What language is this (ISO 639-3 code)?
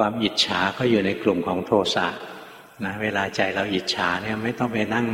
tha